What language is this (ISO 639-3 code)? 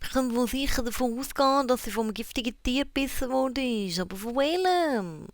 gsw